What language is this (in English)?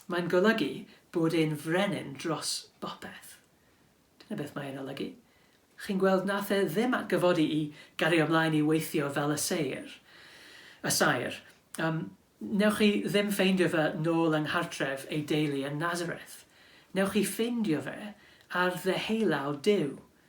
Welsh